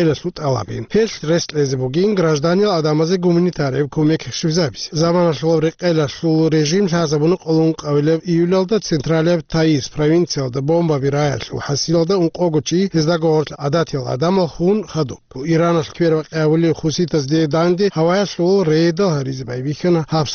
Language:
Avaric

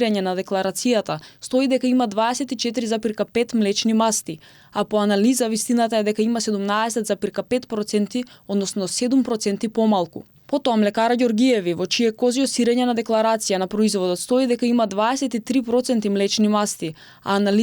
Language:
Macedonian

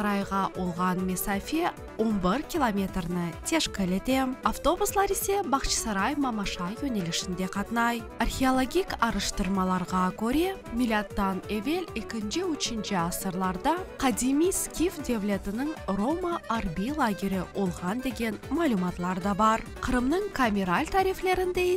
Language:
Crimean Tatar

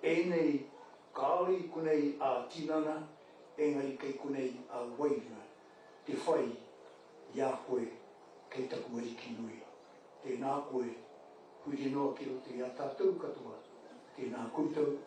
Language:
Māori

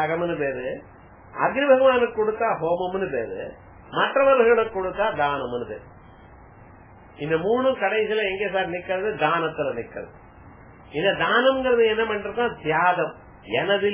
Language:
Tamil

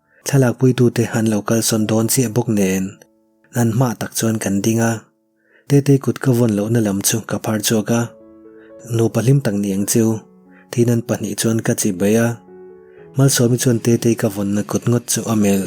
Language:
Mizo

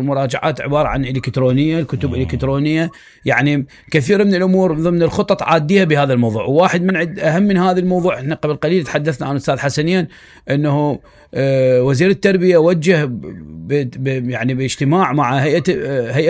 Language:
Mesopotamian Arabic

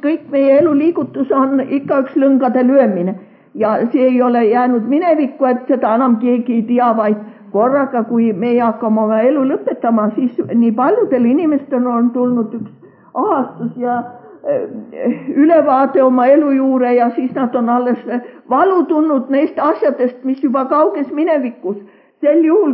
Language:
Estonian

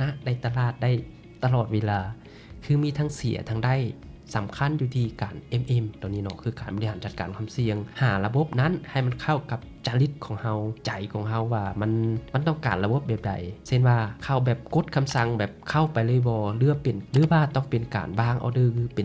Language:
Lao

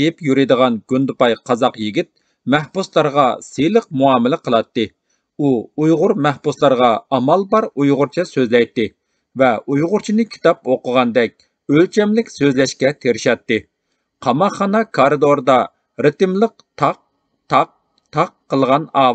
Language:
Uyghur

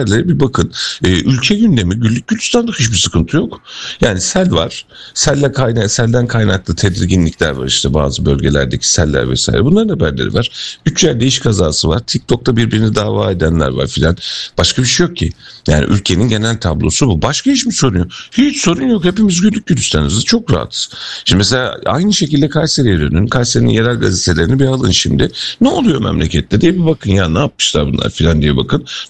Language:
Turkish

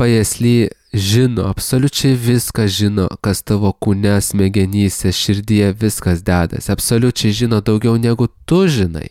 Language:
Lithuanian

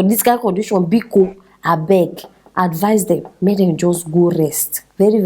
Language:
Nigerian Pidgin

